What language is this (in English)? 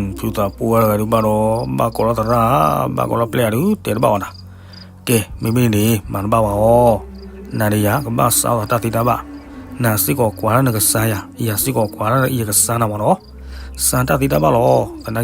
S'gaw Karen